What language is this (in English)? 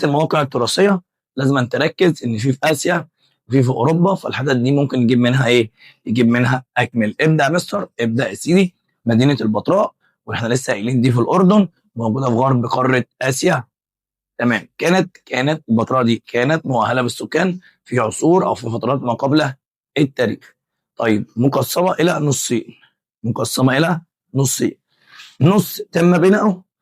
Egyptian Arabic